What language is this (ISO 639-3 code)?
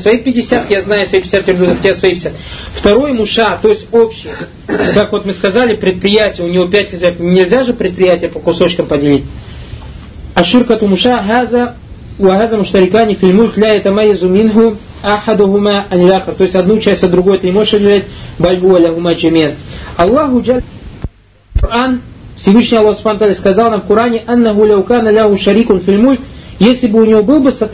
rus